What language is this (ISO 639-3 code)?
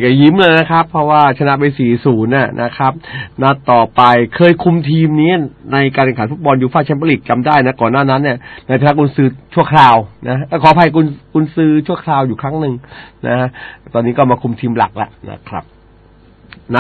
tha